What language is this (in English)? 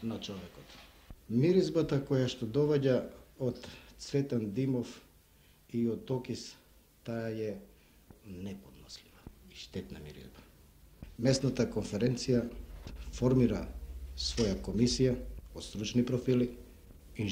Macedonian